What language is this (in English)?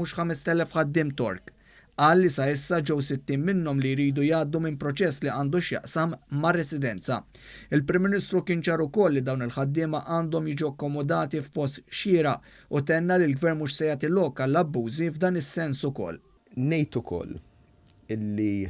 Maltese